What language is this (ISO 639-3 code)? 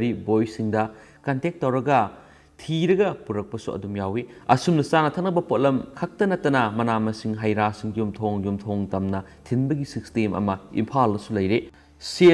mni